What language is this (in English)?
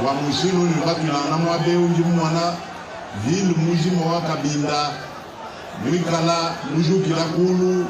Luba-Lulua